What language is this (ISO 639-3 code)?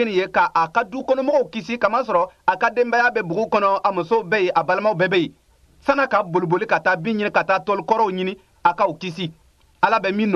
bam